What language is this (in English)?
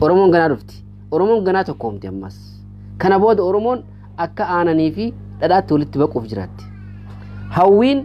Oromo